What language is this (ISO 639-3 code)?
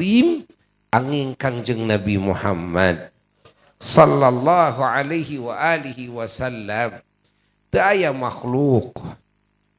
sun